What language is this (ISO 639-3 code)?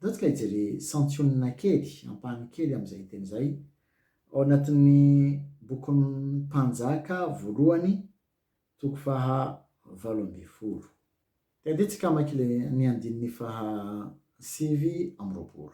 mlg